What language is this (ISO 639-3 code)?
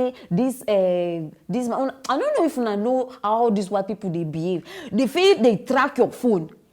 pcm